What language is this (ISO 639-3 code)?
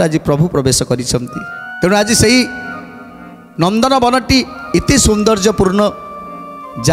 ori